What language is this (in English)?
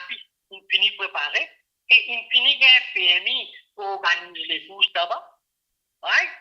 Morisyen